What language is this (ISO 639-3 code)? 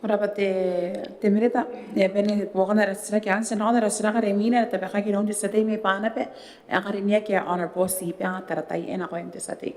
gil